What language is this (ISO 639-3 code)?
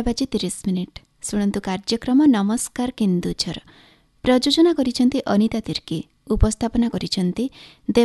ori